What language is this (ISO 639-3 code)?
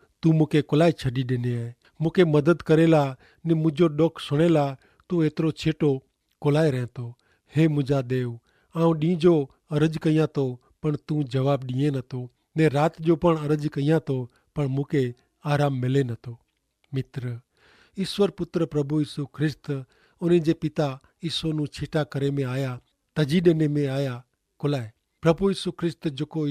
kfr